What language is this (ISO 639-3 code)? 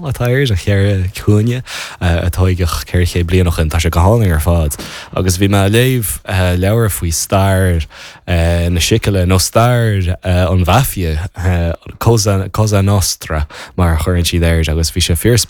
gle